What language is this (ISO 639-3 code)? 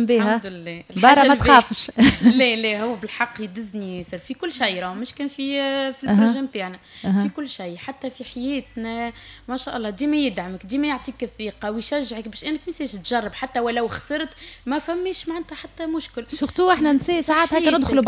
aeb